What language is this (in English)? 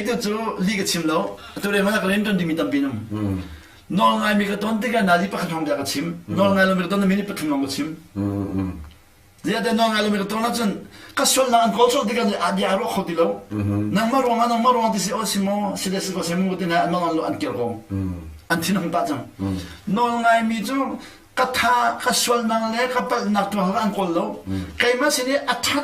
Hakha Chin